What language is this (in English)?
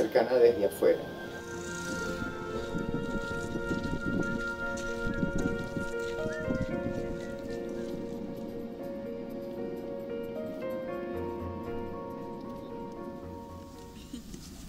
Spanish